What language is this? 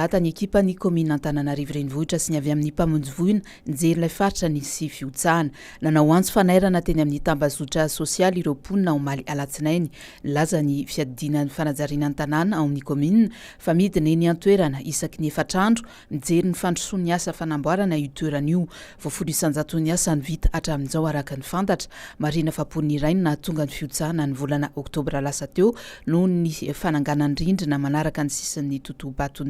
Malagasy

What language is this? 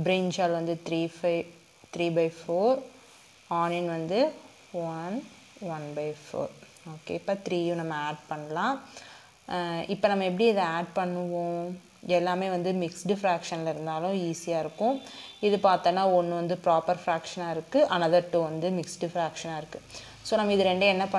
Tamil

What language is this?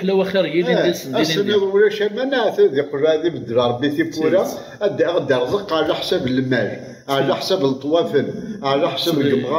Kabyle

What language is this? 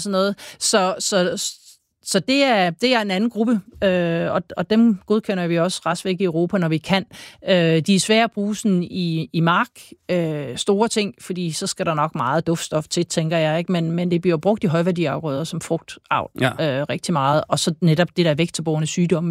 Danish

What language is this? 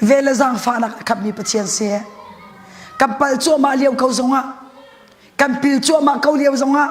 Hakha Chin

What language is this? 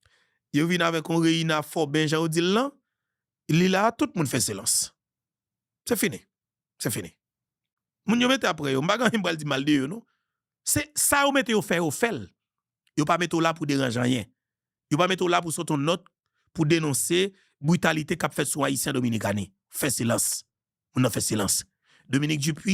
Haitian Creole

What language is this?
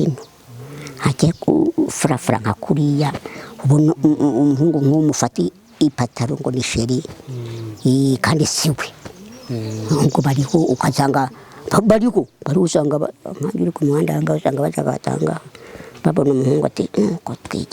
Kinyarwanda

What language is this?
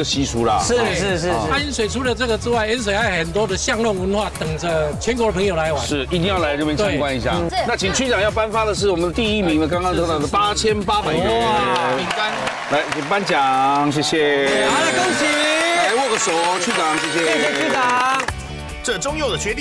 Chinese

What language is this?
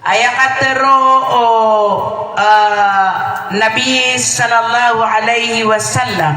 Maranao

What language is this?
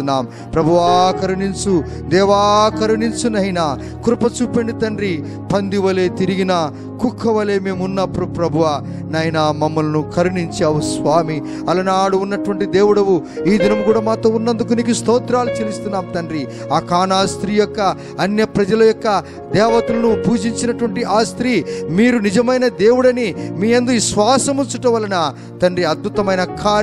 Telugu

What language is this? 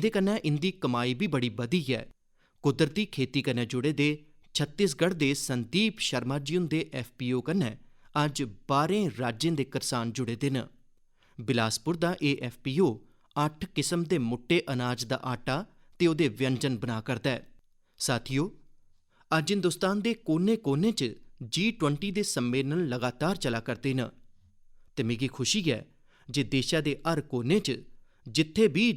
Dogri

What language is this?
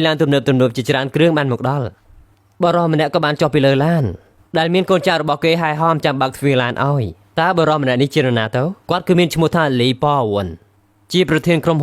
Khmer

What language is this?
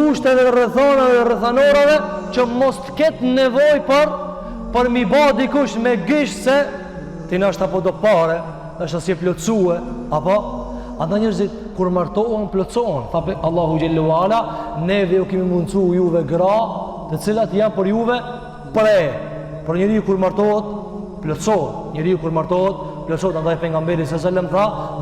Albanian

